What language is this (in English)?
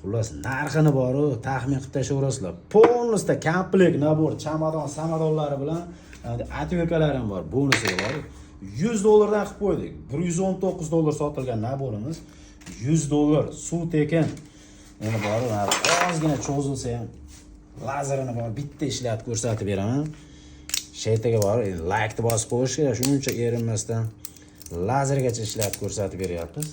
Uzbek